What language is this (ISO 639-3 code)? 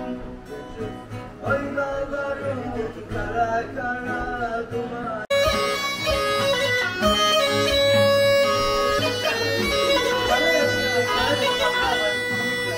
tur